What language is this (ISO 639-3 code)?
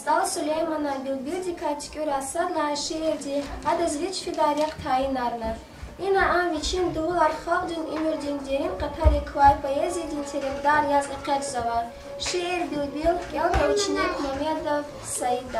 lez